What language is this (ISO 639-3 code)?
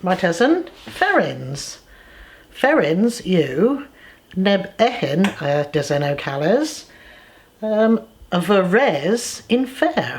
cor